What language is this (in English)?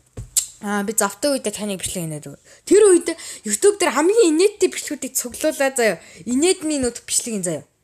Mongolian